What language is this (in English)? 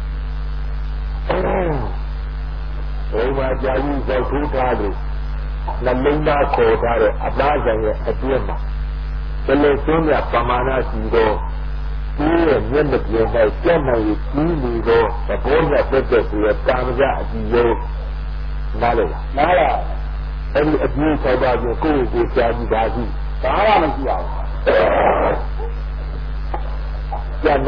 Burmese